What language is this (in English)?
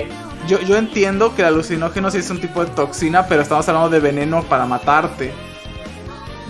Spanish